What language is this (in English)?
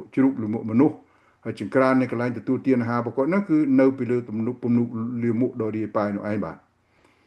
Khmer